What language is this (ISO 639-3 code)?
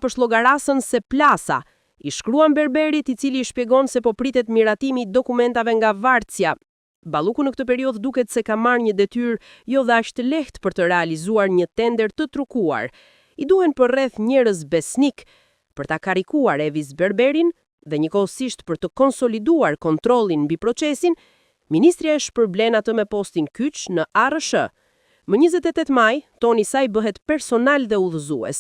sqi